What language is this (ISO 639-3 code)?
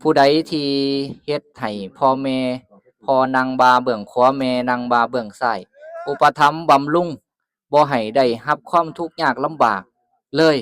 lao